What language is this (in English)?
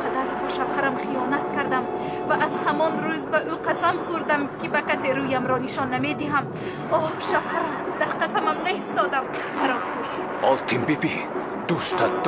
Tajik